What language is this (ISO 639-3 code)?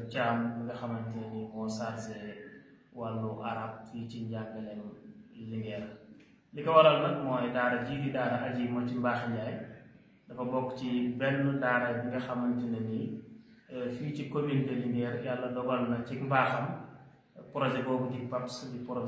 wol